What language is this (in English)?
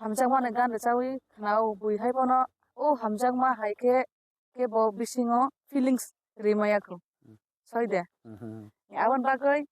Kok Borok